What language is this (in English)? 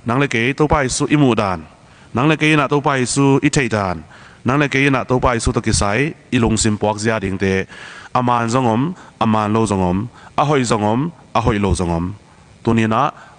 Tedim Chin